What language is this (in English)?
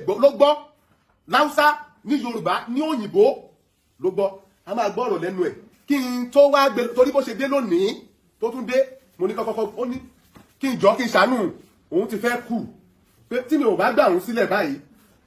Yoruba